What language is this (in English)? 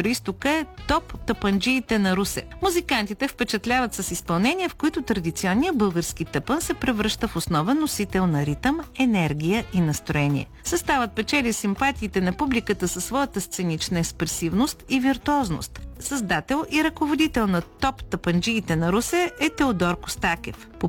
Bulgarian